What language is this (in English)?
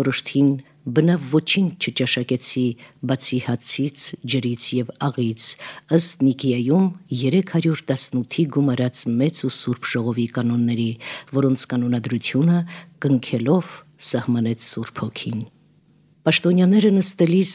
Armenian